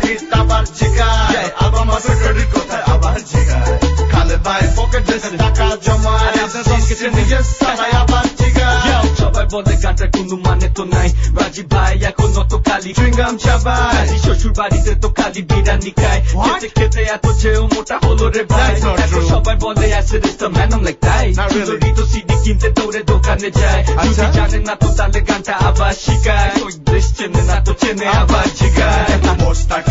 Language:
Bangla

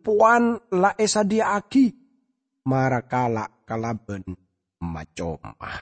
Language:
Madurese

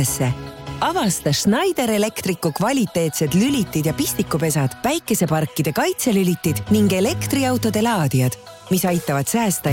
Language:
Estonian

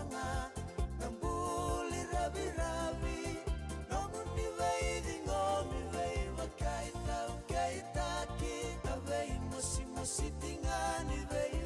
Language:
Fijian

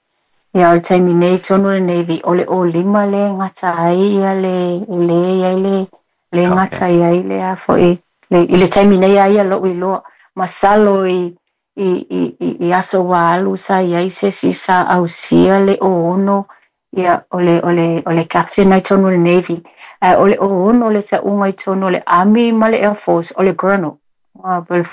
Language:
Samoan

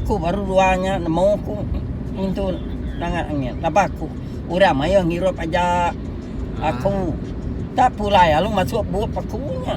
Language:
Iban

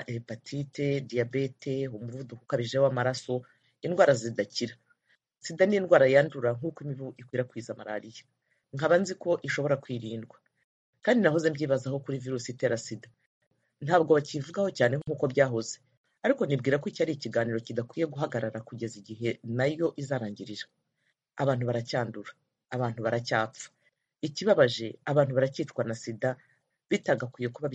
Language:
Kinyarwanda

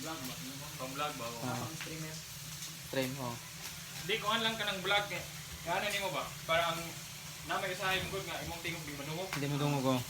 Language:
Cebuano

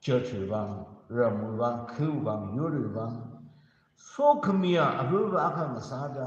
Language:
Tangkhul Naga (India)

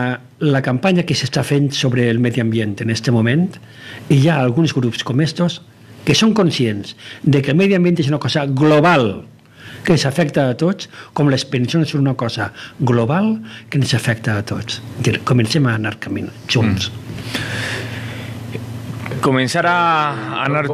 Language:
Catalan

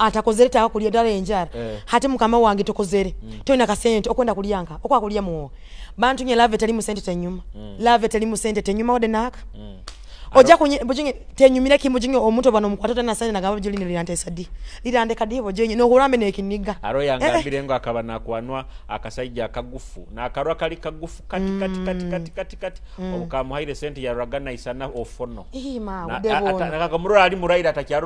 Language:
Nyoro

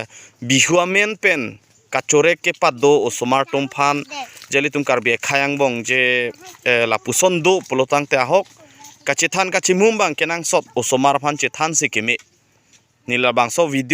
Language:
Karbi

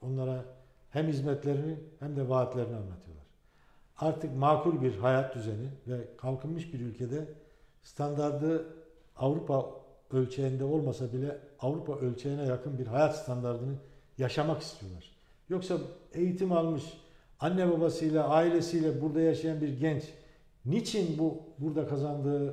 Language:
Turkish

